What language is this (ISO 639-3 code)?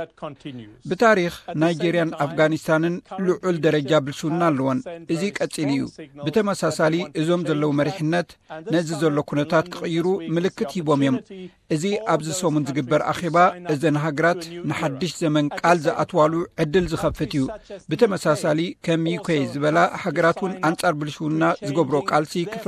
tir